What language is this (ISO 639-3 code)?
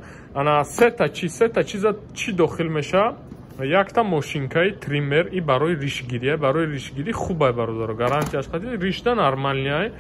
tgk